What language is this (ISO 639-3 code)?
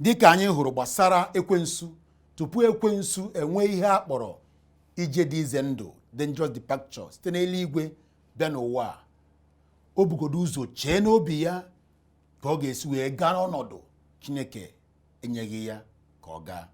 ibo